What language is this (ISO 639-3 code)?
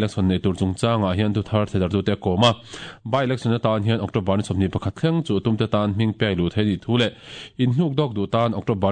lus